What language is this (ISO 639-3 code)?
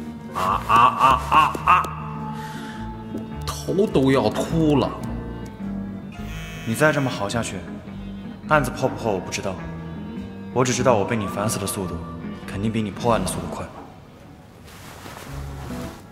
zho